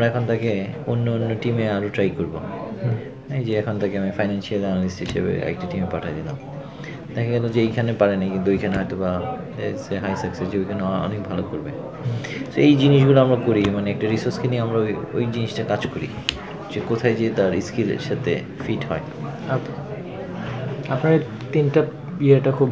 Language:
Bangla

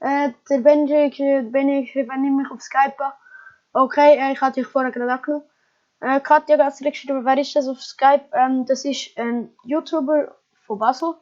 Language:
Swiss German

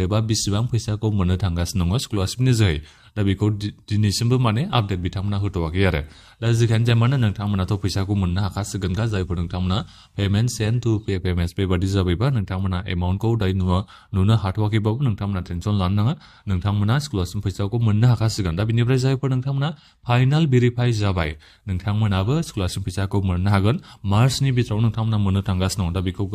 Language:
Bodo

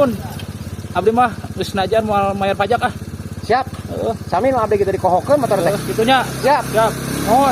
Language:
Sundanese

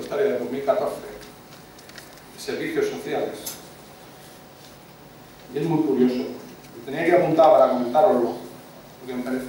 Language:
Spanish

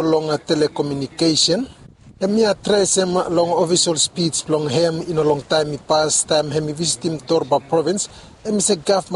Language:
Bislama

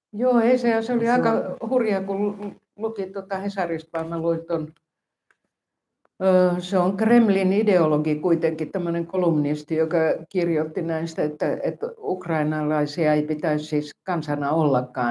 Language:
Finnish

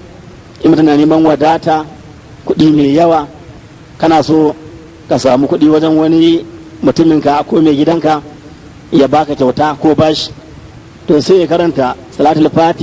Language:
Hausa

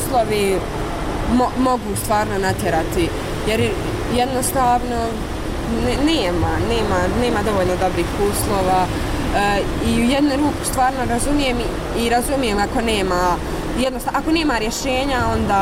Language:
Bosnian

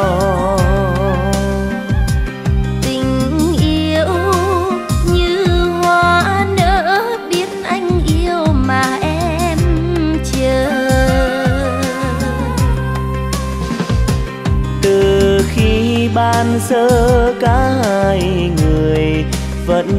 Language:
Vietnamese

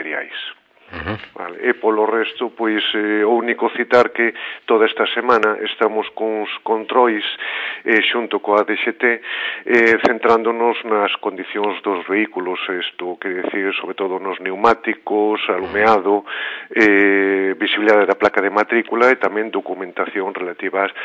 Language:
Galician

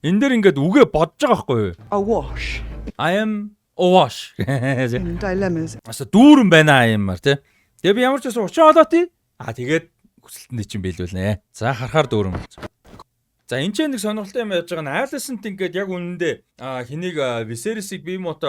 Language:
Mongolian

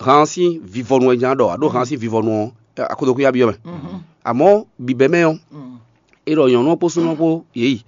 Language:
Fon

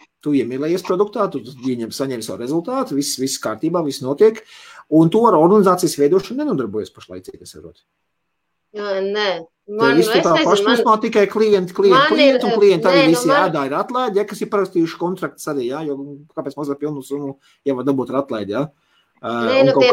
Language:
Latvian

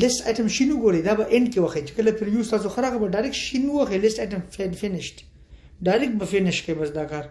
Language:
Pashto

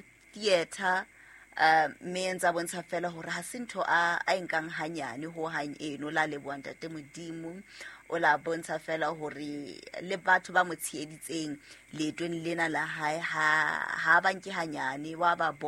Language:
Southern Sotho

